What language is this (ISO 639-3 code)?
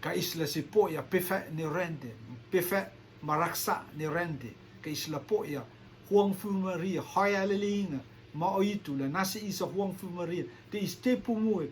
rtm